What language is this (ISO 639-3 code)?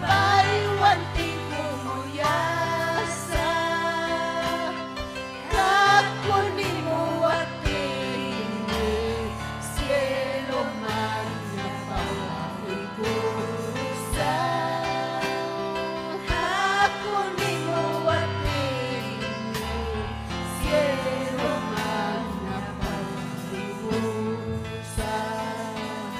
quy